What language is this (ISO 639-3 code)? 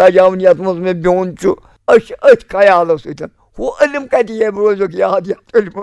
kas